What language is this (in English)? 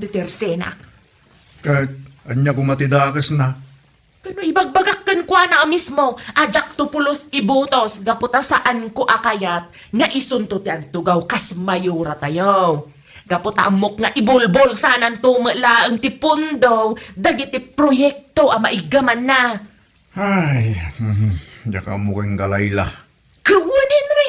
Iloko